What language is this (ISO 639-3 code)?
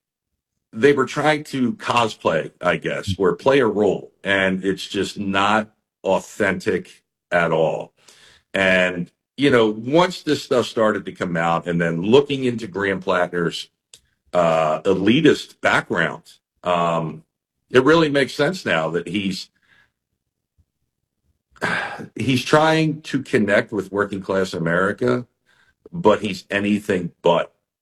eng